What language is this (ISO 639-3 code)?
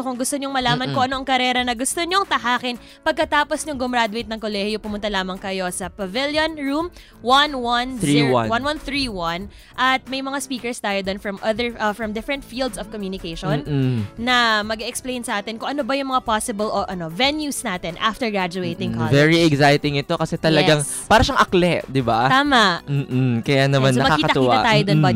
fil